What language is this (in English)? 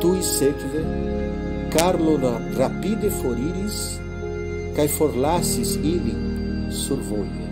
Esperanto